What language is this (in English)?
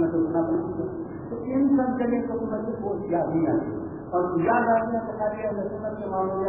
Urdu